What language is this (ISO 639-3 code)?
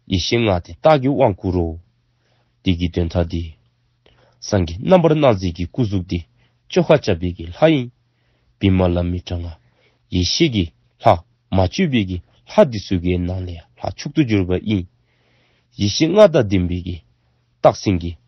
dzo